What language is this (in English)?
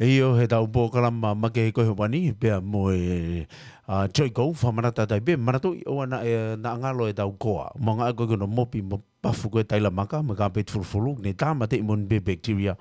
Tongan